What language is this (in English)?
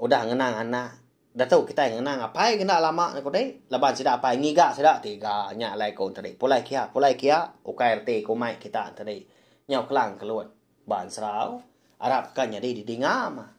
Iban